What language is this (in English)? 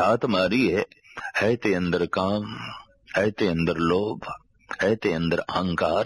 Punjabi